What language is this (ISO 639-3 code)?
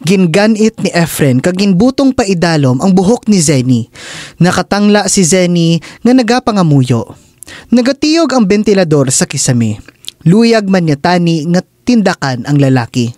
hil